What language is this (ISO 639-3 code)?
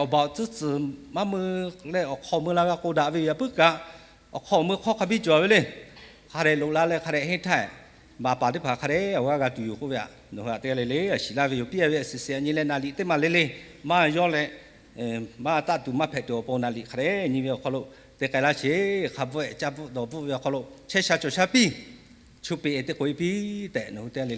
lhu